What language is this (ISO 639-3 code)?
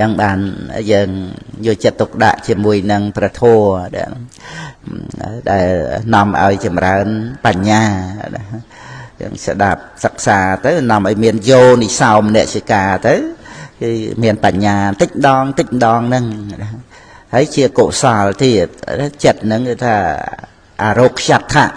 khm